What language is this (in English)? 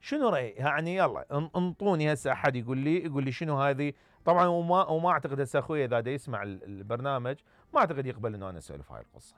Mesopotamian Arabic